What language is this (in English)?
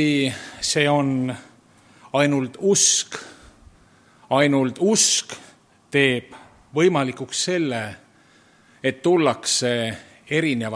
Estonian